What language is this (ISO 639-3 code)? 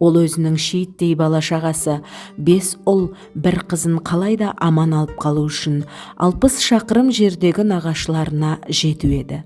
kaz